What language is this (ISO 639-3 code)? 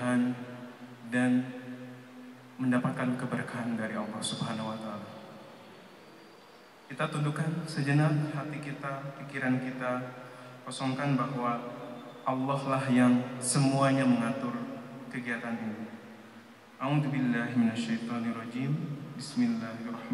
ind